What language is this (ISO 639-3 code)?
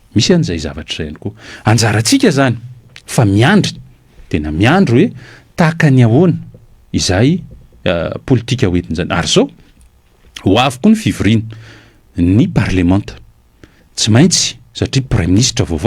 mlg